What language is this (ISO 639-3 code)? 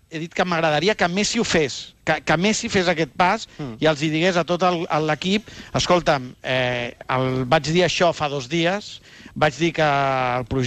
cat